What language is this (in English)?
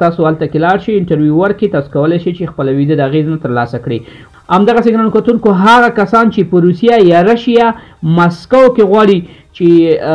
Pashto